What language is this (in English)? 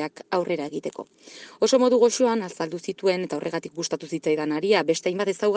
Basque